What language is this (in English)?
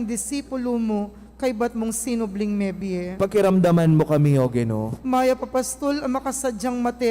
Pampanga